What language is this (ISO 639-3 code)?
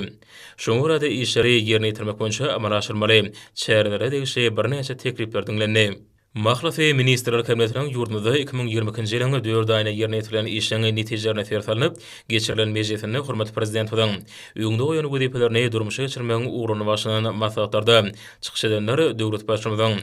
tuk